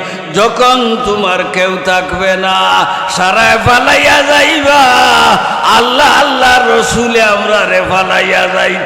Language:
Sylheti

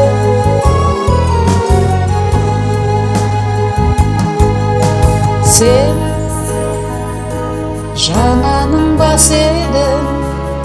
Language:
Kazakh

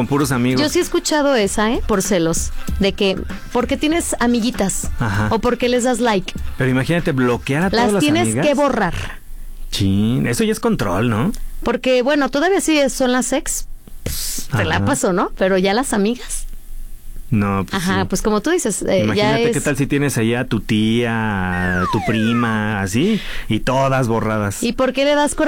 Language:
Spanish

